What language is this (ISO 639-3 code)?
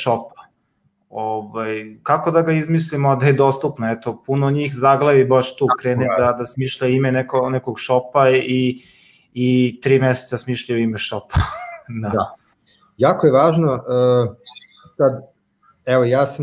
srp